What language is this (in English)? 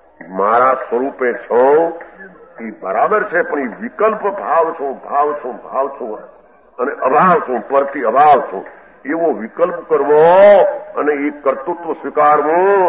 Gujarati